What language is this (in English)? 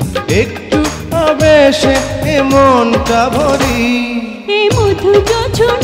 Bangla